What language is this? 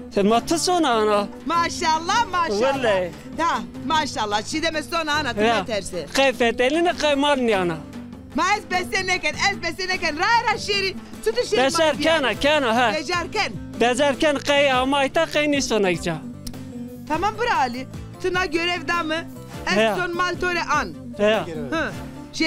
Zaza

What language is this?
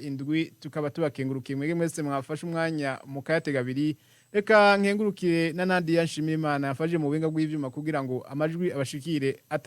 Rundi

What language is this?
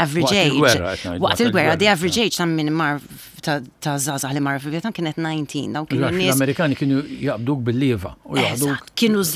Maltese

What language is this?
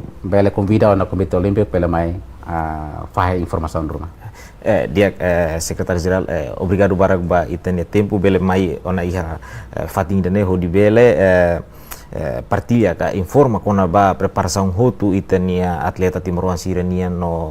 Tetum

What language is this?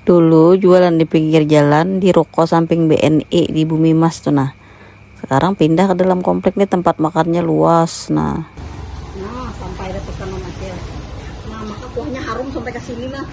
Banjar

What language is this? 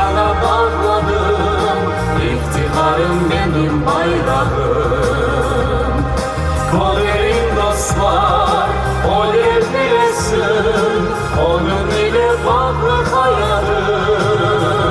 Crimean Tatar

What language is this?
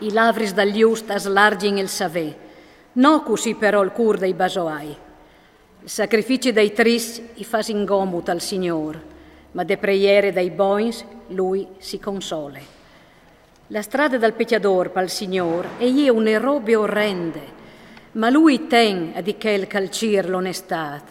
Friulian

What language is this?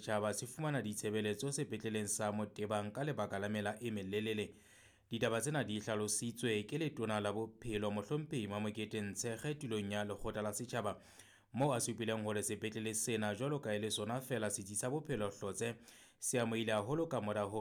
Southern Sotho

